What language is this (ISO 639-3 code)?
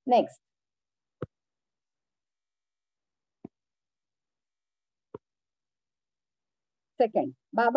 mar